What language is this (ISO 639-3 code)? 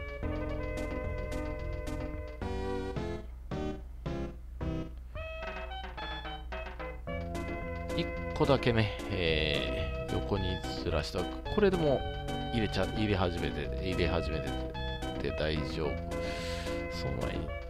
jpn